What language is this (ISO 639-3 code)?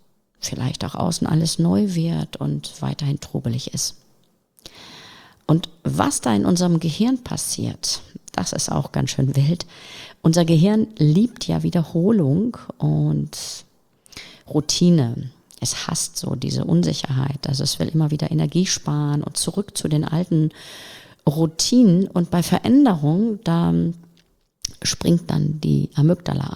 deu